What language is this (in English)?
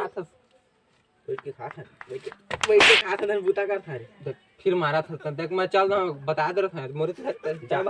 Chhattisgarhi